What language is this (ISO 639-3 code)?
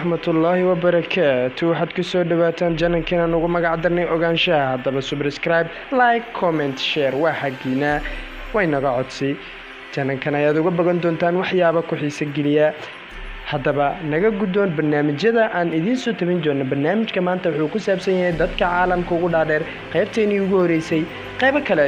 som